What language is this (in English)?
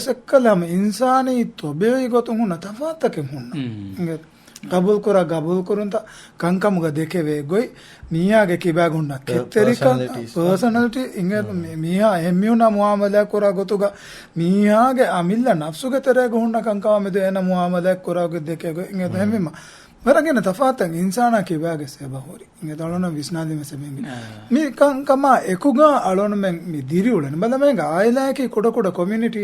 Divehi